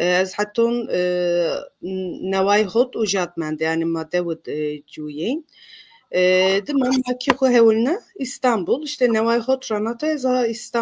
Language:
Zaza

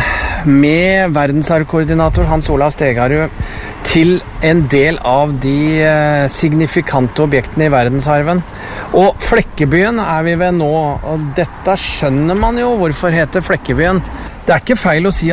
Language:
Norwegian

